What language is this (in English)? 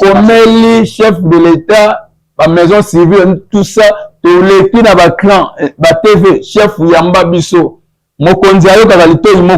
Lingala